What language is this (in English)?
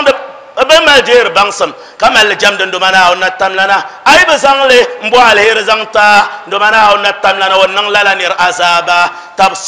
Dagbani